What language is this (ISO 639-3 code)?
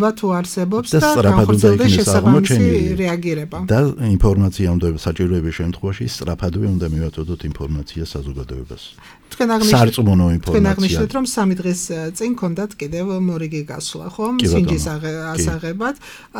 kat